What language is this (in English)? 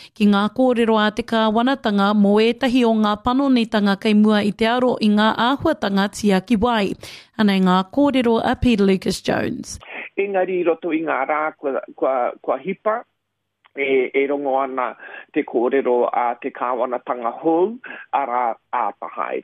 Māori